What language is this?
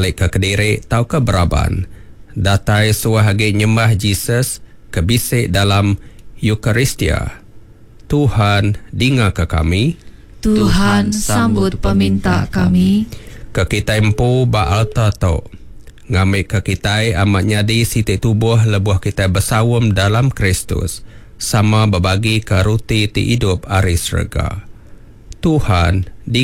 Iban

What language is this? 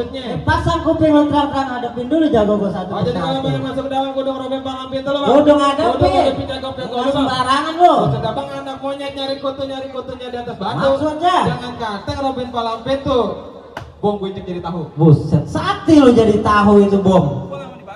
Betawi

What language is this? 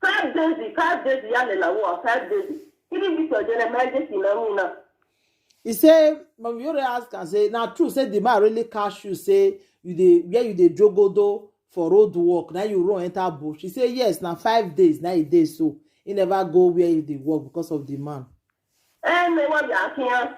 Nigerian Pidgin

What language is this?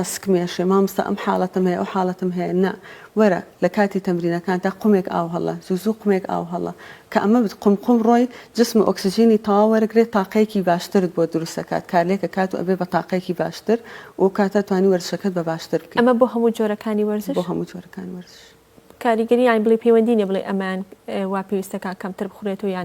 Central Kurdish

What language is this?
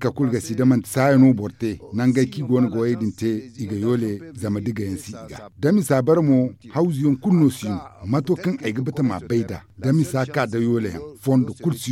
Zarma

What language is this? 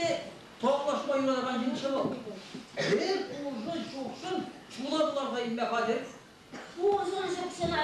Chuvash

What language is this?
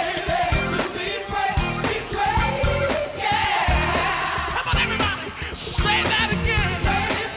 English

